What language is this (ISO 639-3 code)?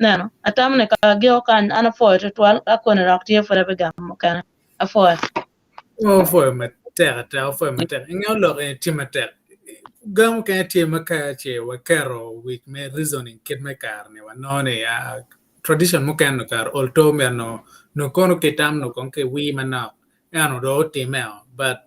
ach